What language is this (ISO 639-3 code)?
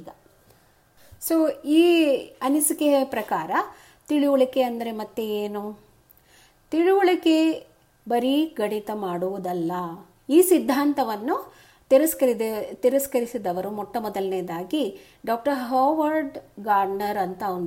kan